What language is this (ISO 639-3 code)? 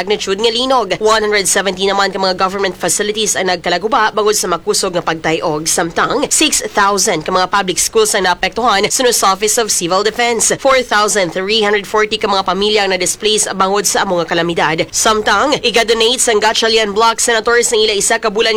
hil